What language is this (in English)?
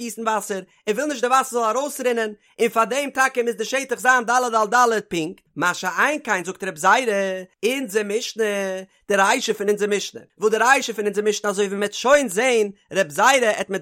Yiddish